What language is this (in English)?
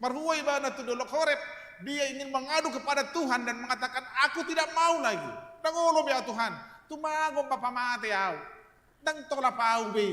Batak Toba